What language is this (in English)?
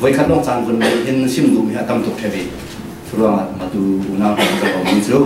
Falam Chin